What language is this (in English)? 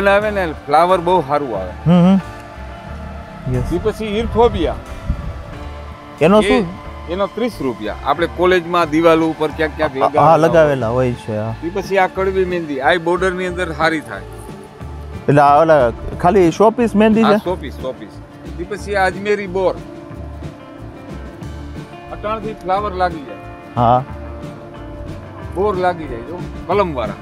Gujarati